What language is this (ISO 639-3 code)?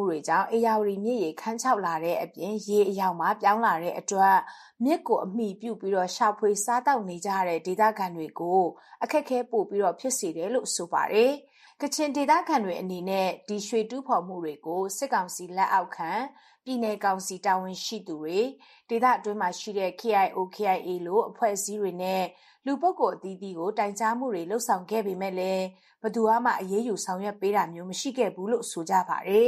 mya